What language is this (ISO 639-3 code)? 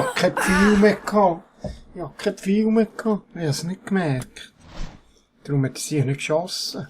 gsw